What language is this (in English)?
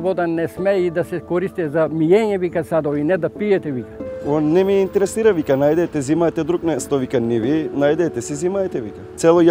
Macedonian